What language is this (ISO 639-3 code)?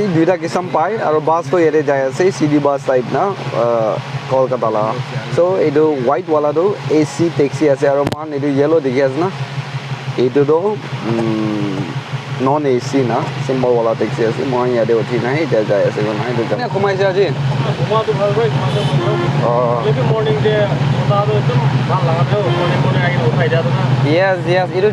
nag